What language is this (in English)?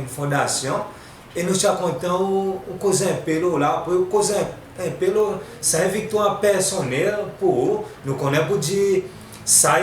Seselwa Creole French